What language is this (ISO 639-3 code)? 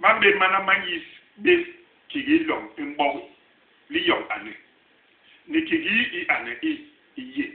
bas